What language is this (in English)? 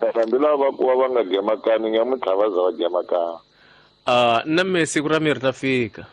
Tsonga